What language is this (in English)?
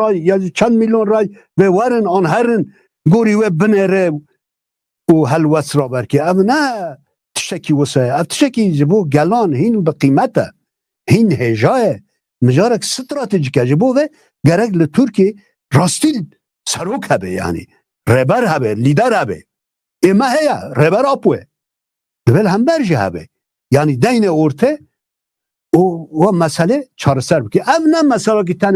Kurdish